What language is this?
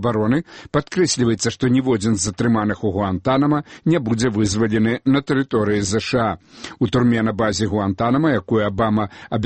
Belarusian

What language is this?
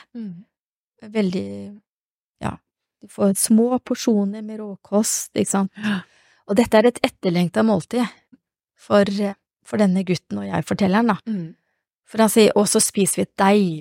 Norwegian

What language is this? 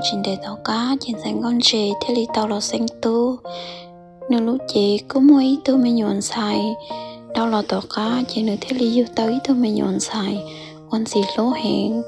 Hmong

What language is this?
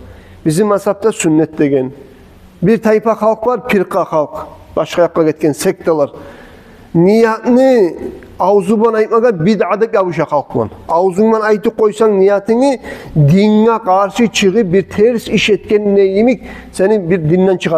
Kumyk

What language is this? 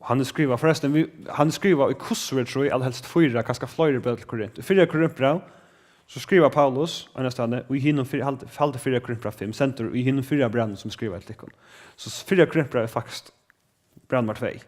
Faroese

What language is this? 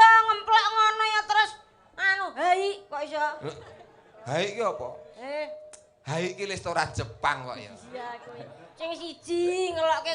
Javanese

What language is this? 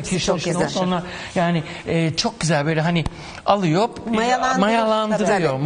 Turkish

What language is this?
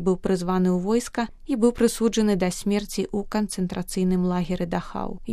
Belarusian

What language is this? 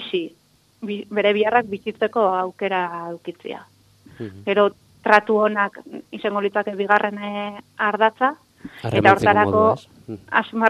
Basque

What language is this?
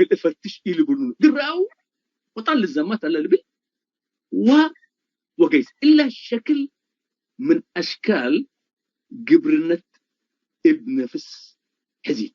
Tigre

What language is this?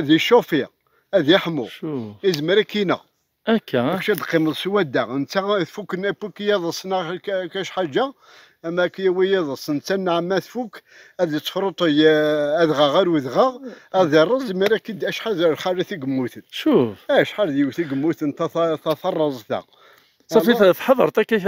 Kabyle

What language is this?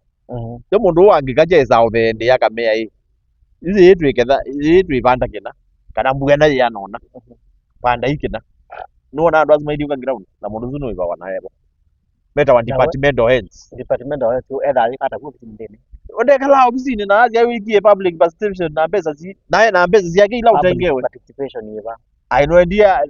Kamba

